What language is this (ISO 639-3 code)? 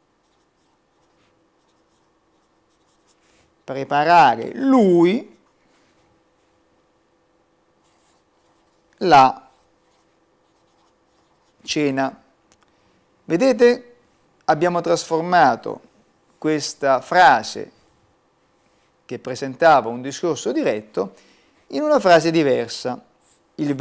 ita